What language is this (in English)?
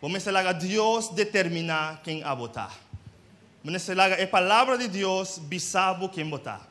Papiamento